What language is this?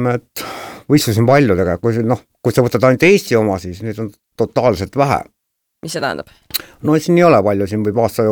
Estonian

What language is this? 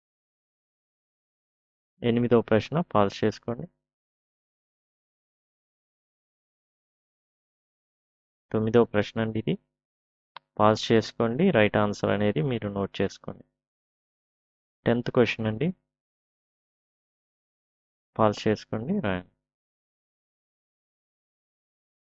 Telugu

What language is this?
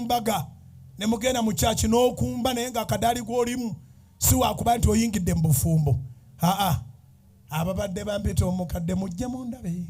Ganda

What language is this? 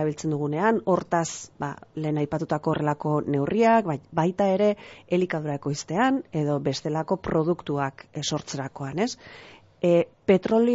Basque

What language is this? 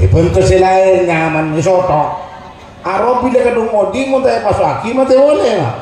Madurese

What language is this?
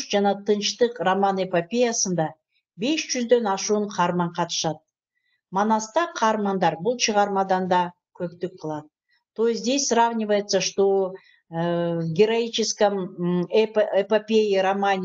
Kyrgyz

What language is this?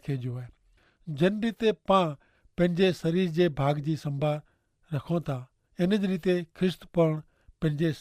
Kachhi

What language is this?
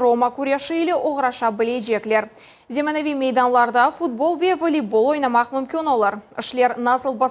Crimean Tatar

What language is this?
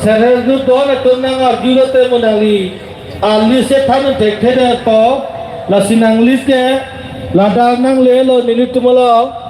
Karbi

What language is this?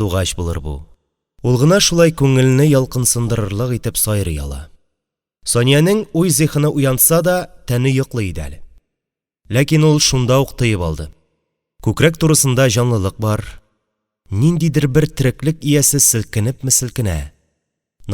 Tatar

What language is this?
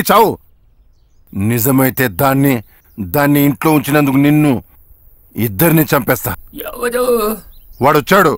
Telugu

